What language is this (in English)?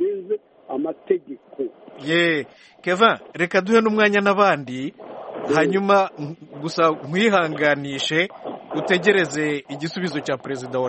Kinyarwanda